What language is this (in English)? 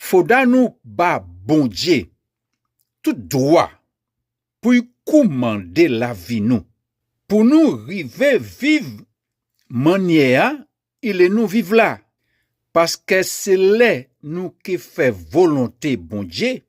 Guadeloupean Creole French